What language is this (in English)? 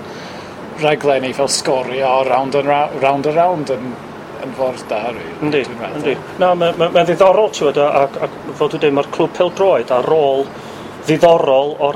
Welsh